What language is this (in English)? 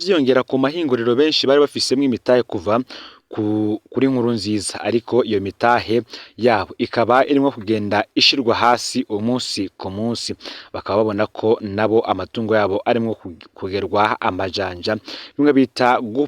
Rundi